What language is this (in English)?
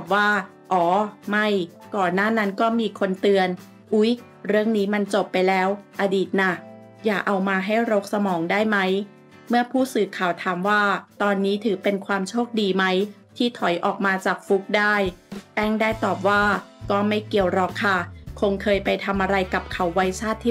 Thai